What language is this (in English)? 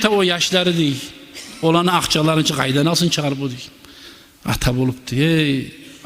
Kumyk